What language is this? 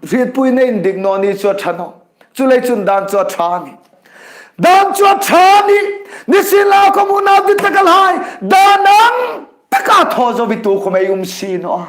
Hmar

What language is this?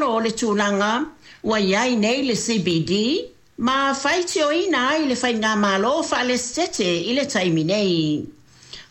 Samoan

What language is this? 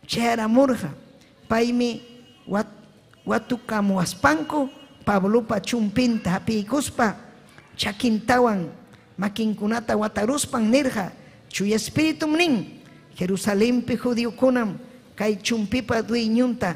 Ayacucho Quechua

